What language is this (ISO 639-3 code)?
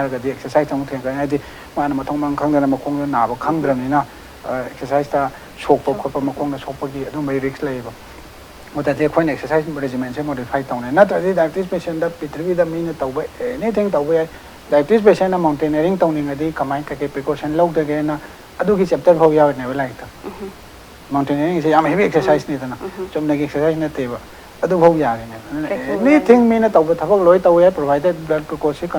mni